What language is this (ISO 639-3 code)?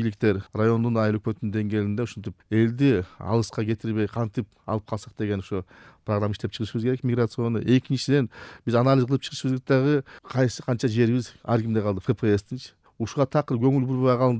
kir